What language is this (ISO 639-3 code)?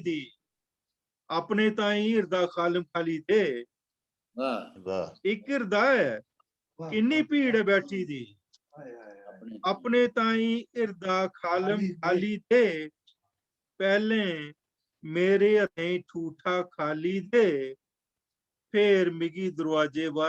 doi